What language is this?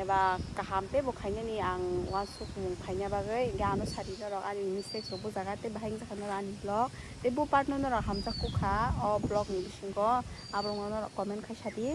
Kok Borok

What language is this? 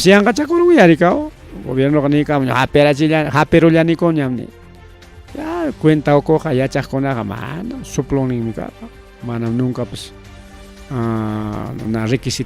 Ayacucho Quechua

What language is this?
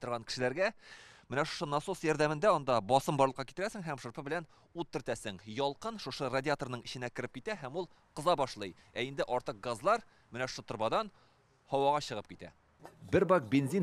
Tatar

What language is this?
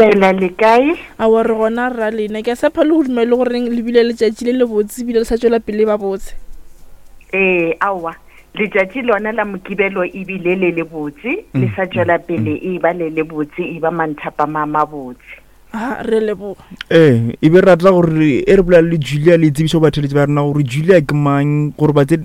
Northern Sotho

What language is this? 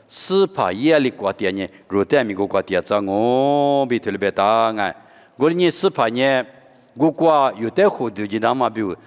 Lisu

